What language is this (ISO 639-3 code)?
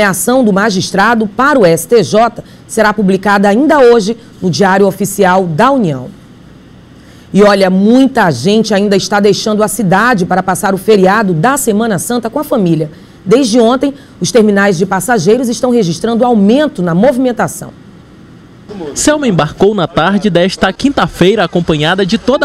por